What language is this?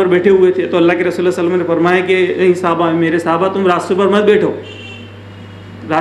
Urdu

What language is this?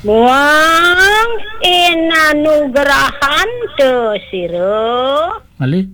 Balinese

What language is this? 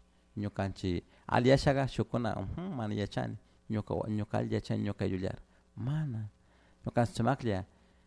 Chimborazo Highland Quichua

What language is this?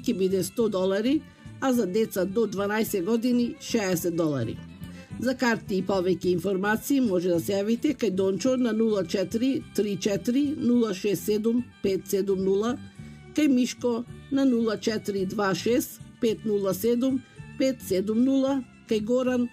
Macedonian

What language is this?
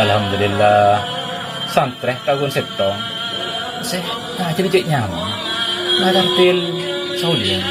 Madurese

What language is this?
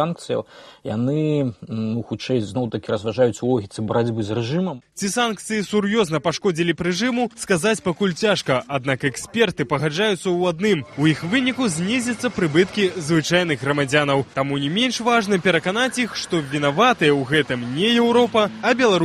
Belarusian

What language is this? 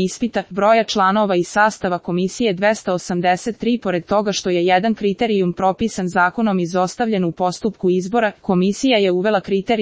Serbian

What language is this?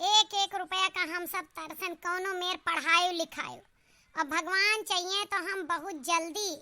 Awadhi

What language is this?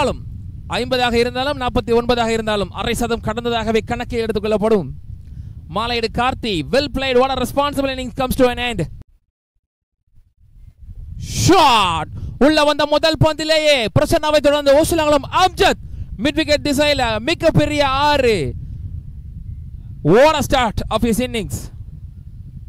Tamil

